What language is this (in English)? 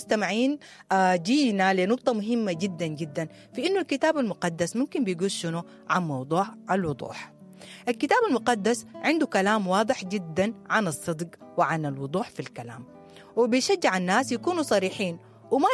Sudanese Arabic